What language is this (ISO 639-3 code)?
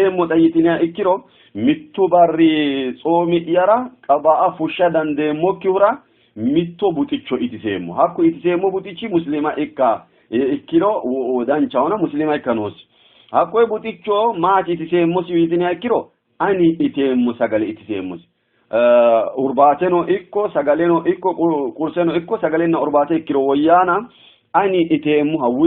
sid